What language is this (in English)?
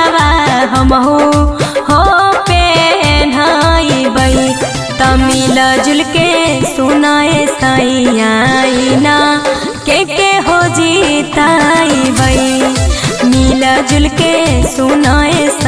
Bhojpuri